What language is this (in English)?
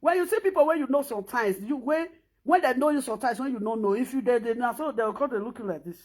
Nigerian Pidgin